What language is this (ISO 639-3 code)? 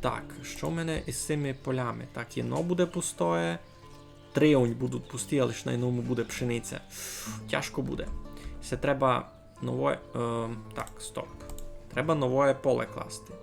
rue